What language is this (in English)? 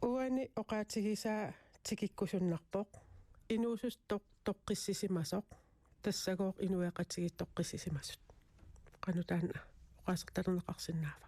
Kalaallisut